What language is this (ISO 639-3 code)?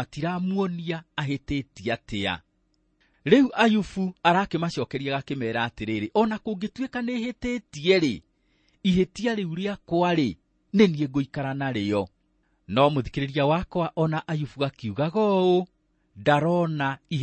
kik